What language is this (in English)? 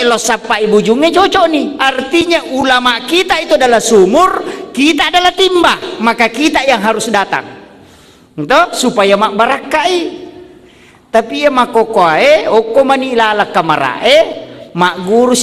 Buginese